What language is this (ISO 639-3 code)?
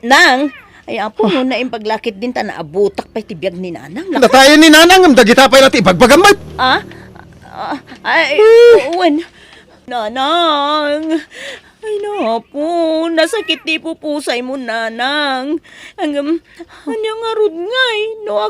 ilo